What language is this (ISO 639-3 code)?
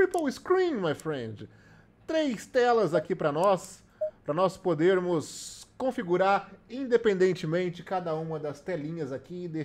por